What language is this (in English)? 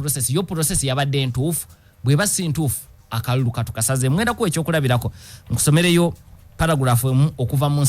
Ganda